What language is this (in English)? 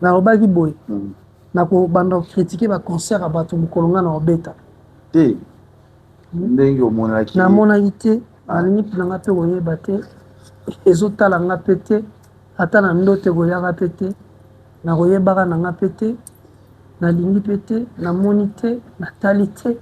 Lingala